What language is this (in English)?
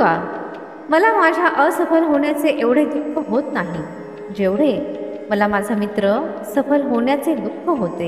Marathi